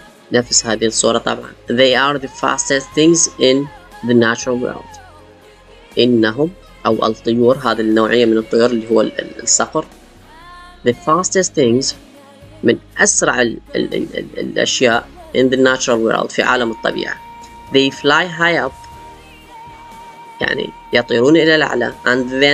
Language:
Arabic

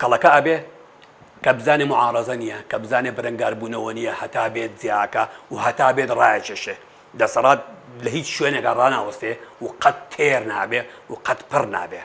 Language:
Central Kurdish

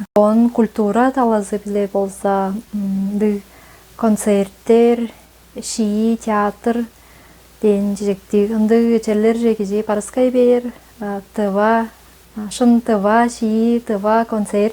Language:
Tuvinian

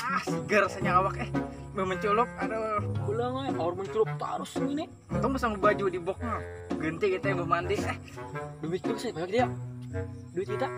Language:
Banjar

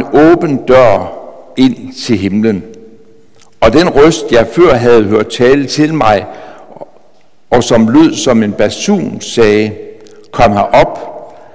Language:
Danish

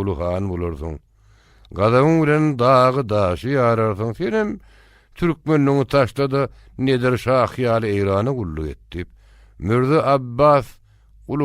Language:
Turkmen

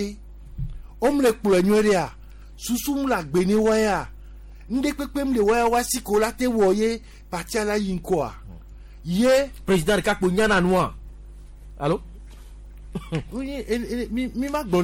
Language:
Gen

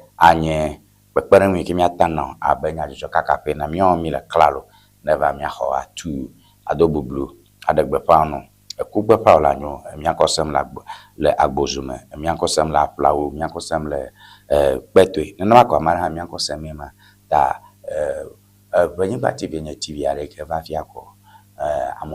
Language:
Ewe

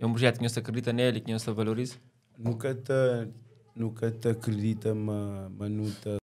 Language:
Kabuverdianu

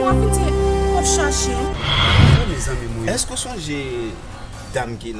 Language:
Haitian Creole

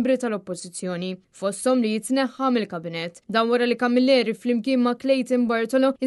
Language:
Maltese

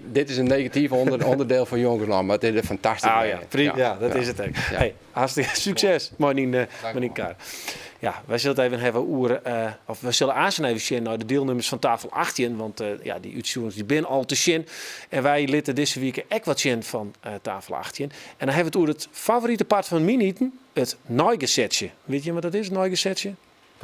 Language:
Western Frisian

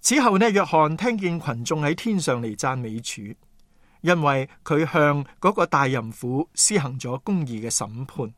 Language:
Cantonese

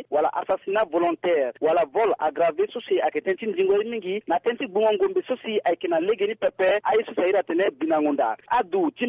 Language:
Sango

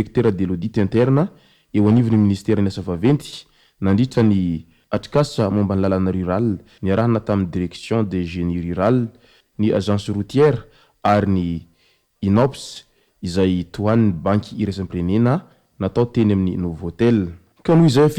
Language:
Malagasy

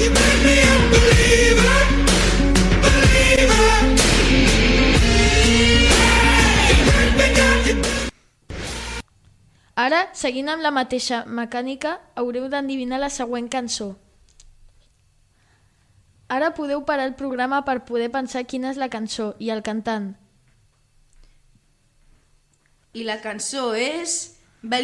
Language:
Catalan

